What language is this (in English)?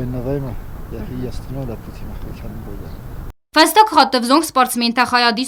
Ossetic